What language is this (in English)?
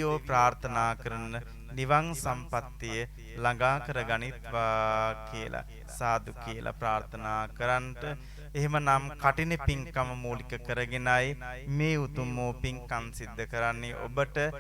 Sinhala